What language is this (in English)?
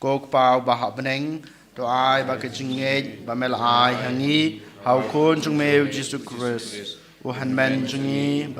Khasi